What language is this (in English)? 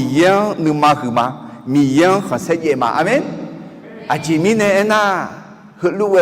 Akha